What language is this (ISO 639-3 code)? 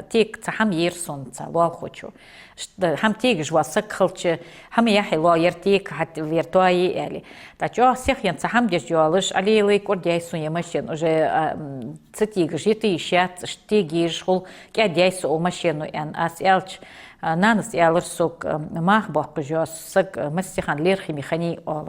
inh